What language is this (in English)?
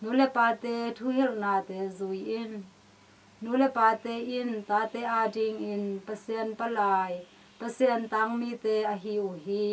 Tedim Chin